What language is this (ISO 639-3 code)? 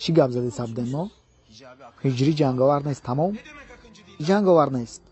tgk